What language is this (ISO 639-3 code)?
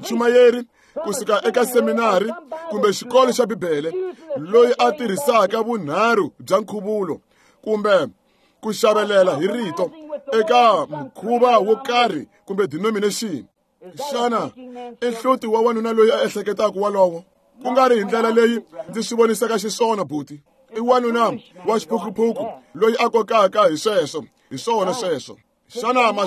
tso